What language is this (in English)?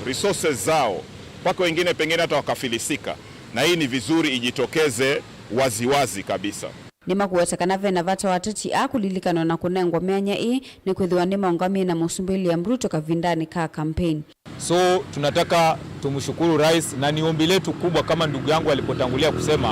Kamba